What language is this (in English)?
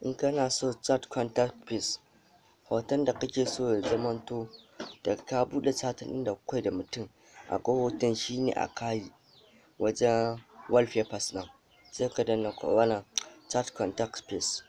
Hausa